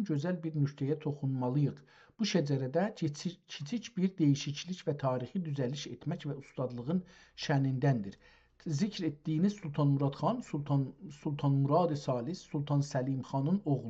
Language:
South Azerbaijani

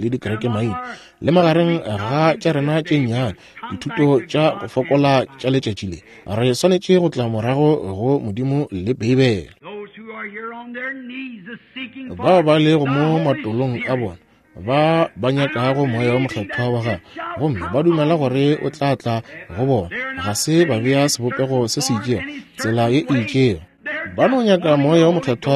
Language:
Northern Sotho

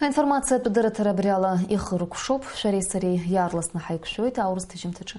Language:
Abkhazian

